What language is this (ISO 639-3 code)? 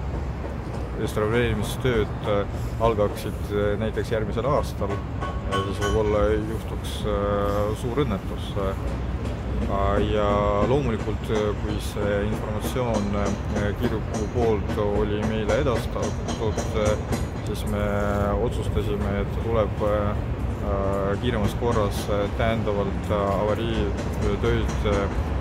est